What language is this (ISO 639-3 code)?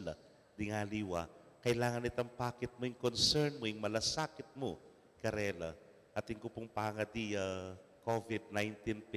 pam